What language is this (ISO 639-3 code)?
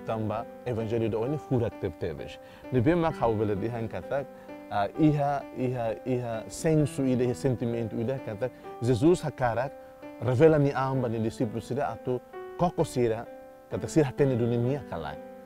tet